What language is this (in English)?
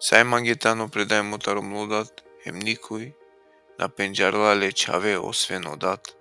Balkan Romani